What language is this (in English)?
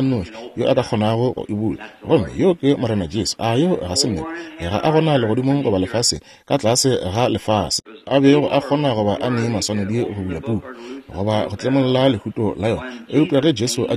Northern Sotho